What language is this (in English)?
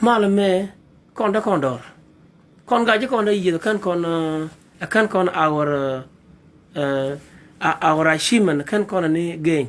Nuer